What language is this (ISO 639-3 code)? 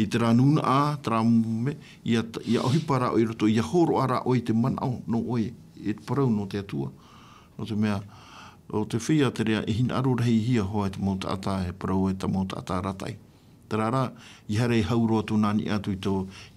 tah